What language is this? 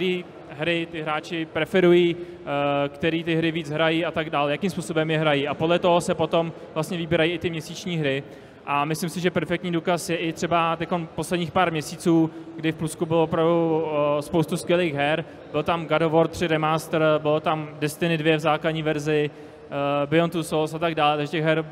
Czech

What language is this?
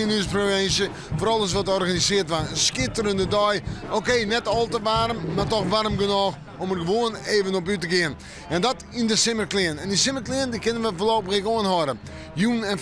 Western Frisian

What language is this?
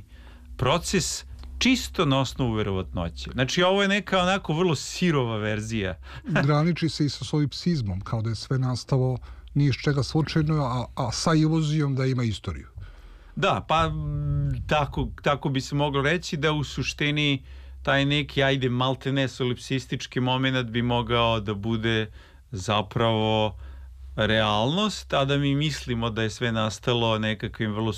Serbian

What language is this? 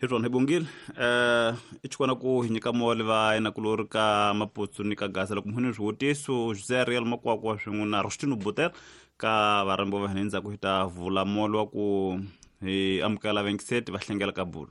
Tsonga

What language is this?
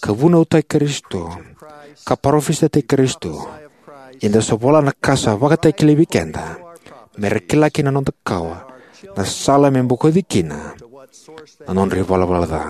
Fijian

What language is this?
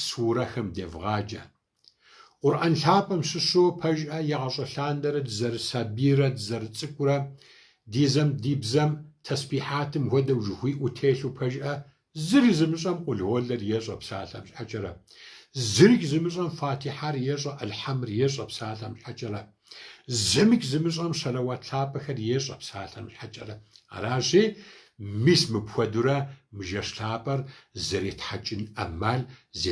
Kabardian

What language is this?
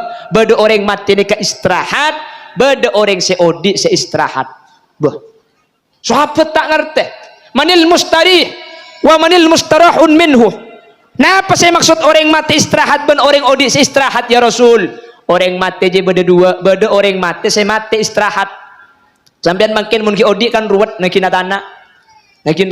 Madurese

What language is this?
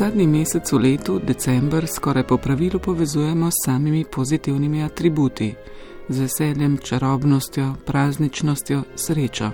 Slovenian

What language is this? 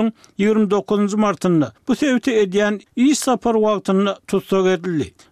Kyrgyz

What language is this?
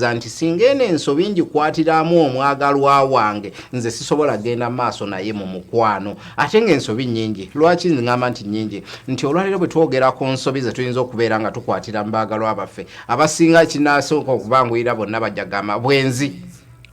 Ganda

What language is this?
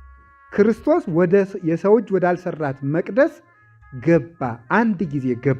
Amharic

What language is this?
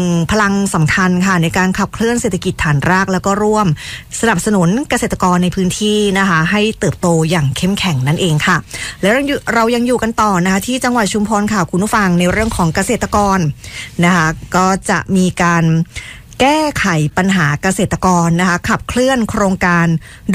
Thai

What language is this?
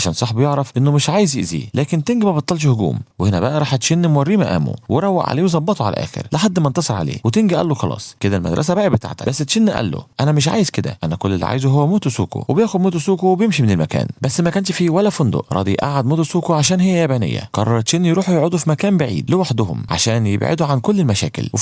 Egyptian Arabic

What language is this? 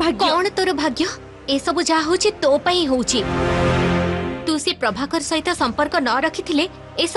Odia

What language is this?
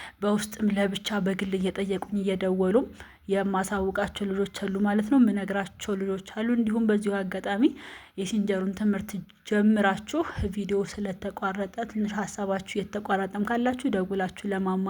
Amharic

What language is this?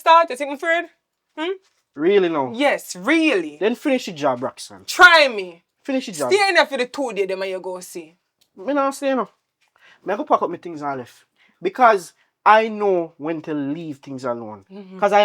Jamaican Creole English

